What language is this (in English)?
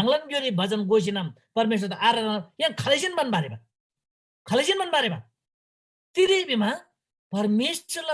Eastern Tamang